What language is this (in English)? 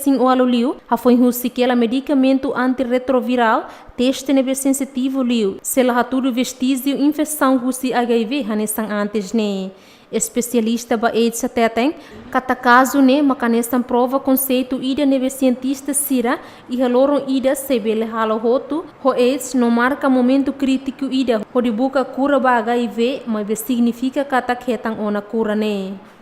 Tetum